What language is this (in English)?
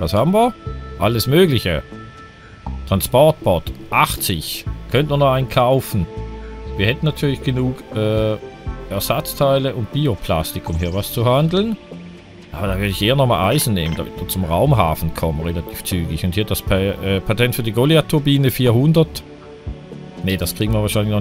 German